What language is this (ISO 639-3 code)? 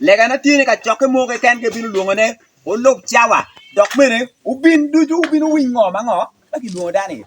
ach